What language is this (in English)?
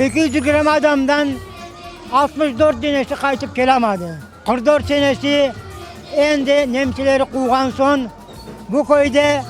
Crimean Tatar